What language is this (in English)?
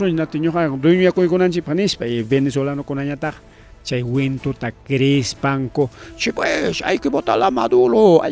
Ayacucho Quechua